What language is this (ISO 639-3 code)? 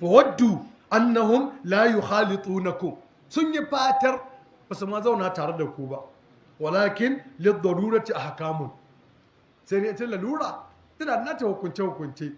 hau